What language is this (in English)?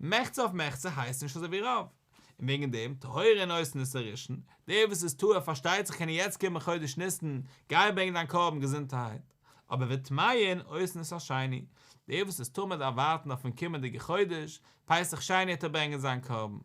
Yiddish